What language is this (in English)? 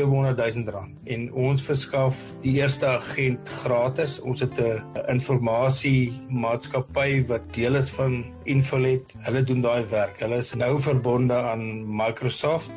Afrikaans